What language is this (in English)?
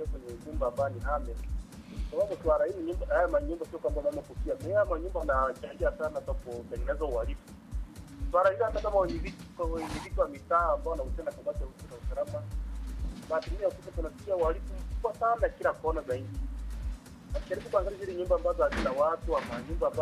Swahili